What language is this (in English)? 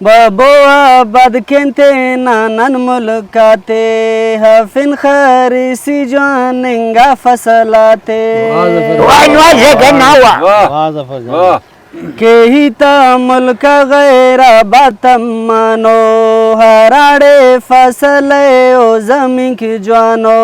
Brahui